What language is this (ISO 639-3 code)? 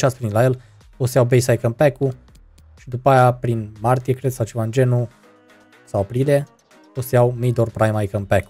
ron